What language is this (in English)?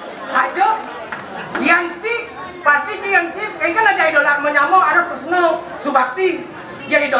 Balinese